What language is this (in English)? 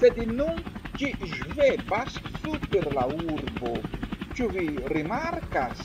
Esperanto